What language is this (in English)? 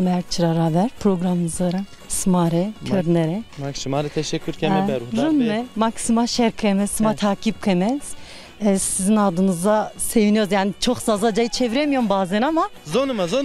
Zaza